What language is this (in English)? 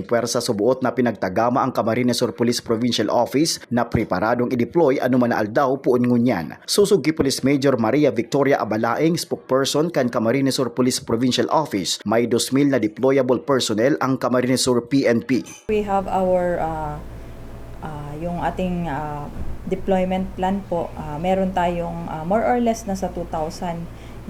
Bikol